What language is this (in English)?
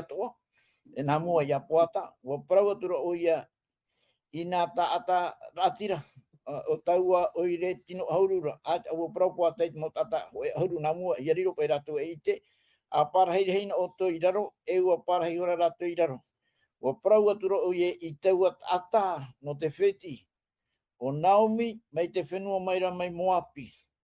Tahitian